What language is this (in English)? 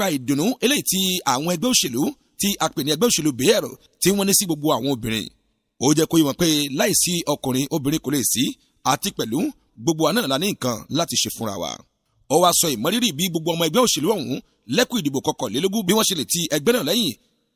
Yoruba